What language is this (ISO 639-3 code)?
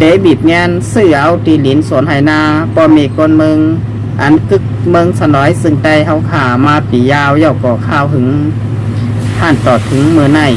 shn